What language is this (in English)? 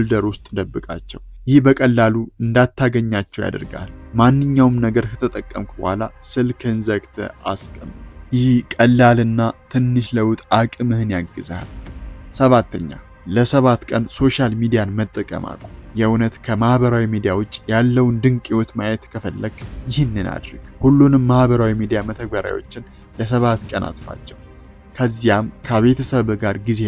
Amharic